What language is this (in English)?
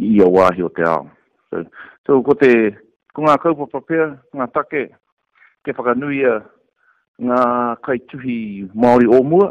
Māori